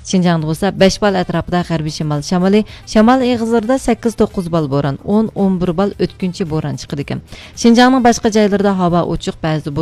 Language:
Uyghur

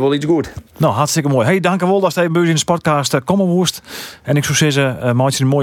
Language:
Western Frisian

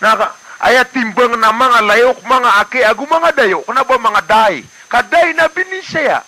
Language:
Maranao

